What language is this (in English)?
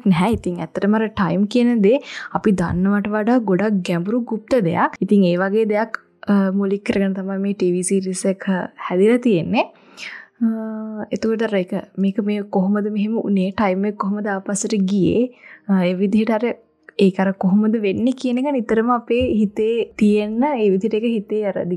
Sinhala